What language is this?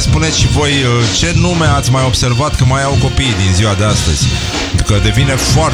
Romanian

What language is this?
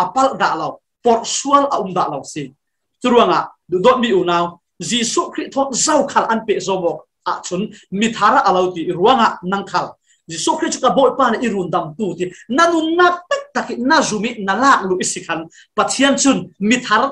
Falam Chin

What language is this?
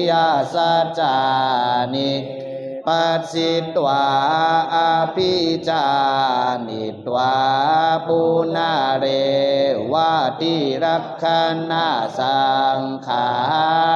Pali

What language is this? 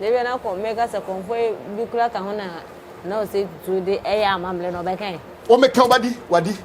Akan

